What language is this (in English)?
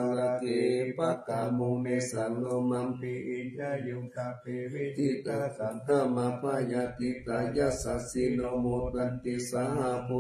Pali